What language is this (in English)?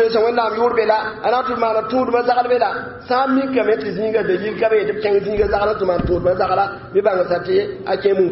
Mossi